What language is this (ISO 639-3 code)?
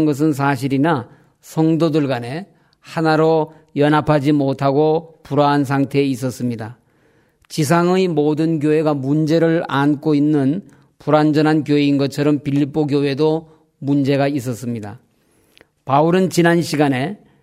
kor